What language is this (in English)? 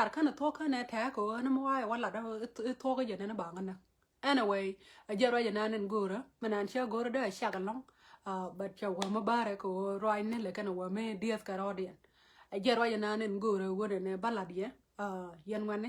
Nuer